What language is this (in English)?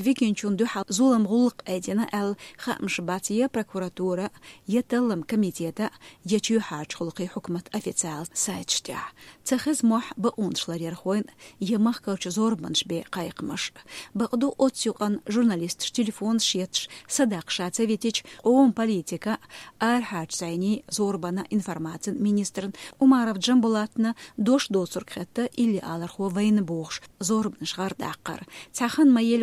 Chechen